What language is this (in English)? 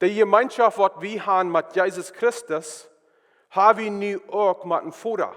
Plautdietsch